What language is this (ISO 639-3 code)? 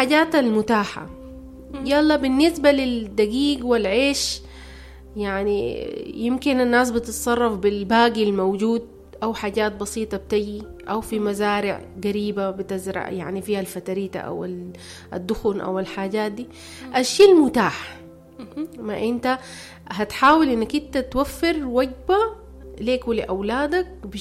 apd